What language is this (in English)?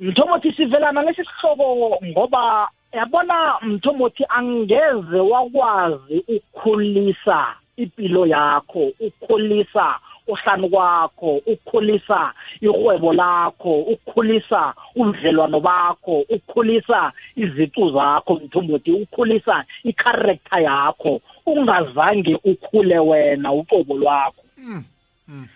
South Ndebele